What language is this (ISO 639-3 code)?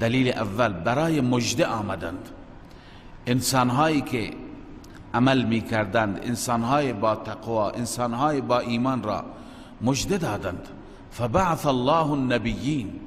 fas